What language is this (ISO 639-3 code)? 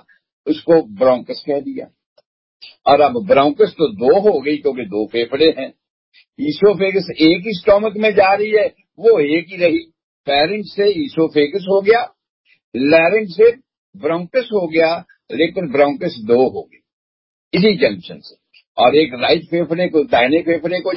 urd